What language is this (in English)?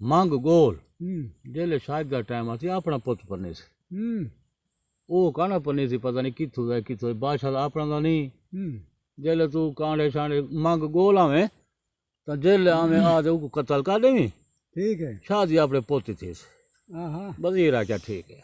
Saraiki